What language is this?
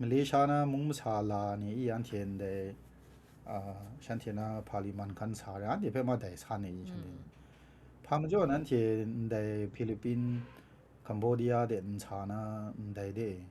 Kachin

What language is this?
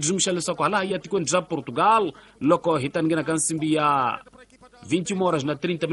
Tsonga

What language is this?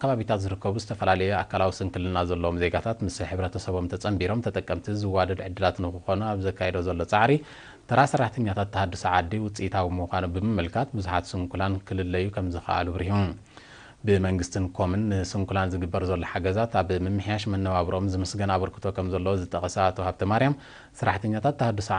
Tigrinya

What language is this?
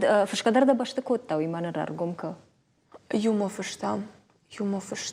Ossetic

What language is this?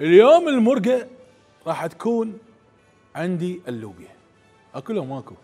Mesopotamian Arabic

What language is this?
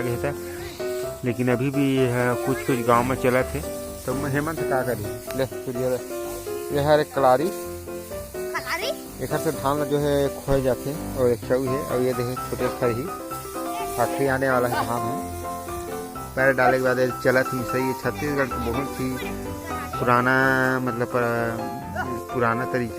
Chhattisgarhi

